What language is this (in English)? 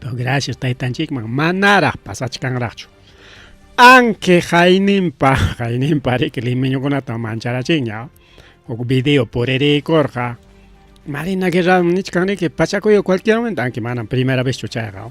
Ayacucho Quechua